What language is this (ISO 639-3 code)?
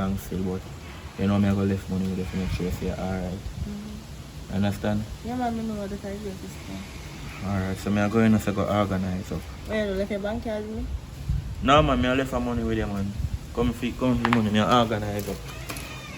jam